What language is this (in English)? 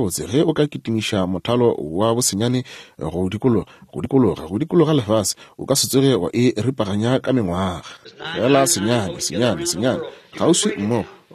Northern Sotho